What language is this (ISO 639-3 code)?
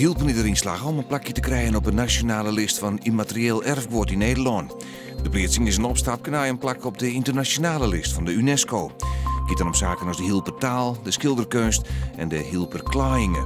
fry